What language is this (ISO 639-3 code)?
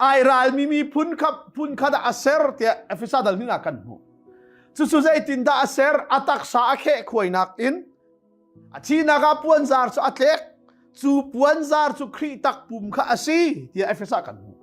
cnh